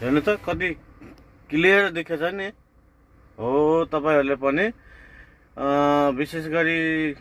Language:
Nepali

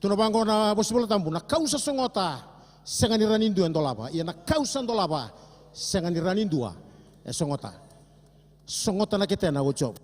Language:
Fijian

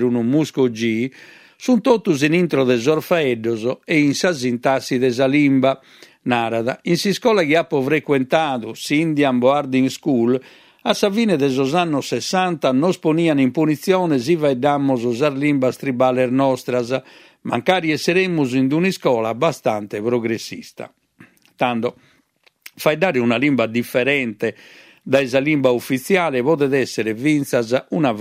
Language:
Sardinian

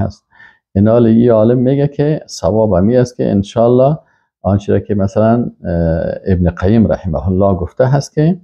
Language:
Persian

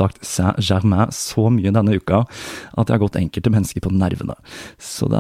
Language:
Norwegian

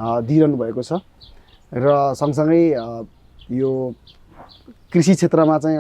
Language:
Nepali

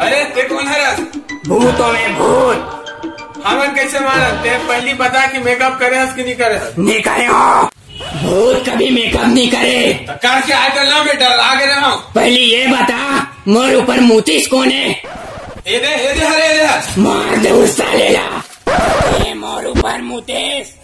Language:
Chhattisgarhi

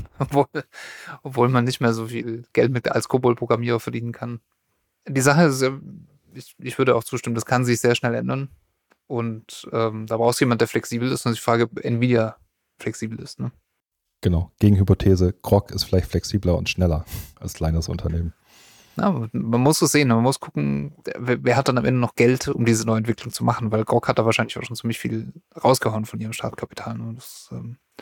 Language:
German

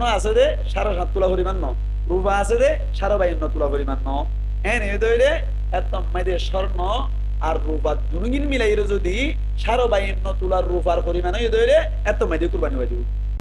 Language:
Rohingya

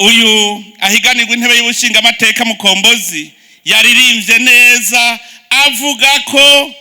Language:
Rundi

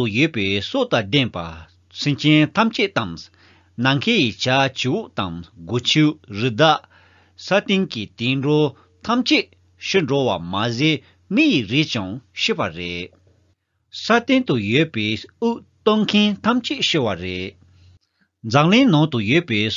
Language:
Tibetan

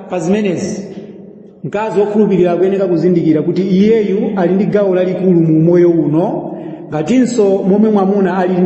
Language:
Nyanja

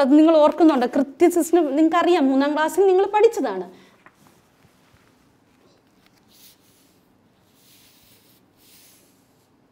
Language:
Malayalam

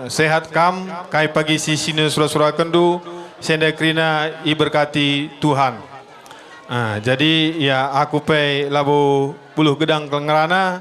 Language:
Batak Karo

